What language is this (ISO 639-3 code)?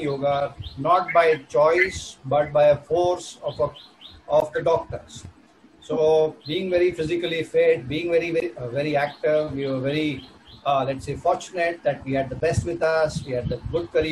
eng